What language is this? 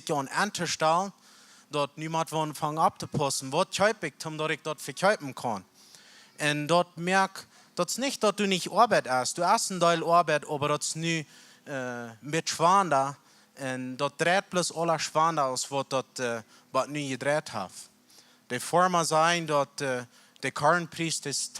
Plautdietsch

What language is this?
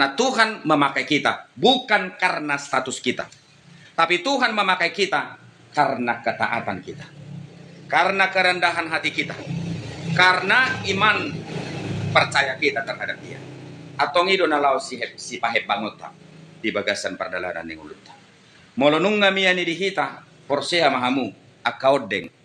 Batak Toba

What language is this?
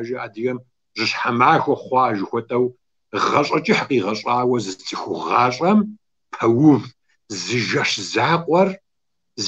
Kabardian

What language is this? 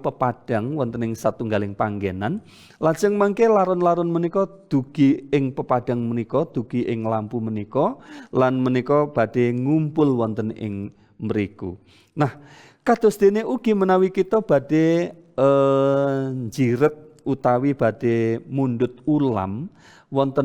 Javanese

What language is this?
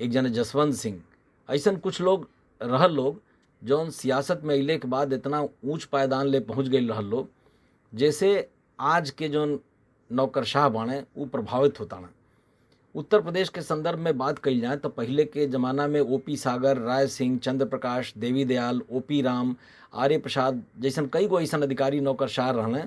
Bhojpuri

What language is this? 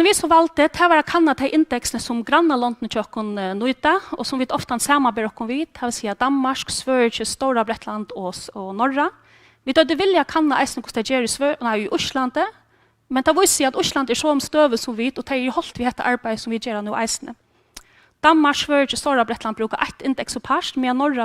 Faroese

